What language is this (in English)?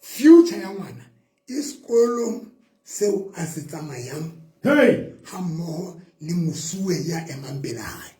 Southern Sotho